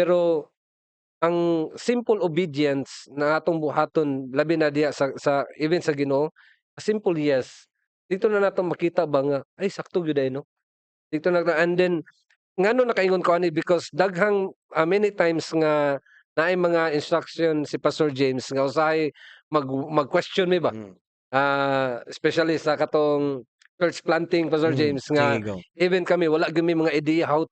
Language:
Cebuano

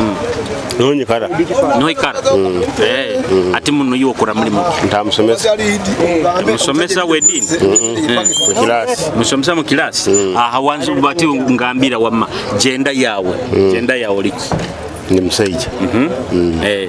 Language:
Nyoro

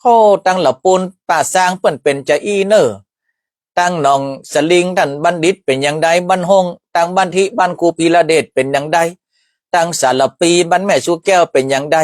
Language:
Northern Thai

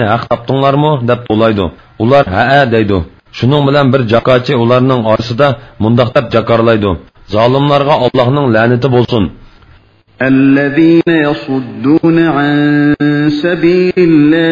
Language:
Uyghur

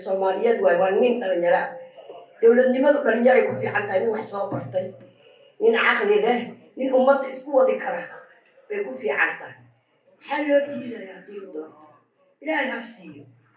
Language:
Somali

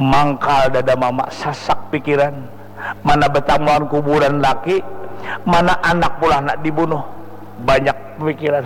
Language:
Banjar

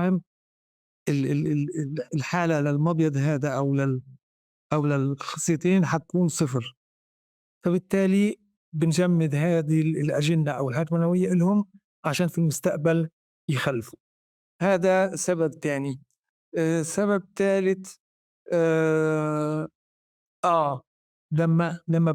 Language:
North Levantine Arabic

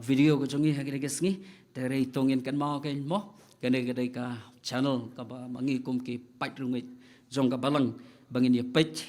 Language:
Khasi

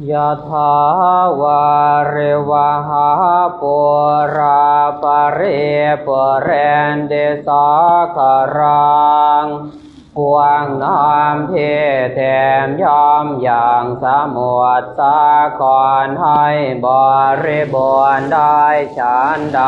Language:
Pali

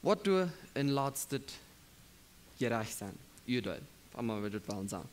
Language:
Plautdietsch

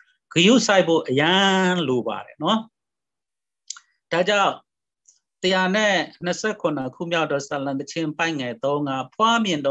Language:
Burmese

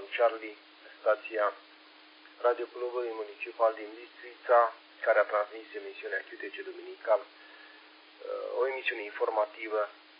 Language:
Romanian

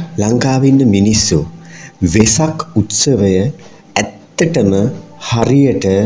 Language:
Sinhala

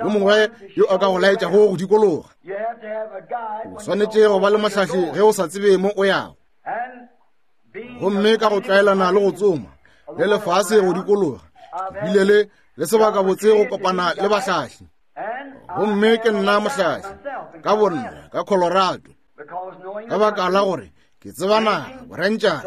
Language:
Northern Sotho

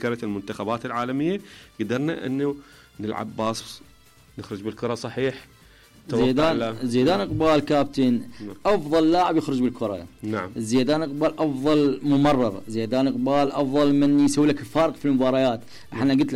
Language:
Mesopotamian Arabic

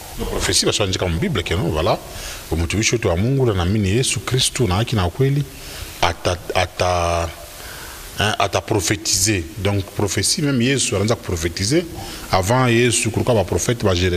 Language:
Swahili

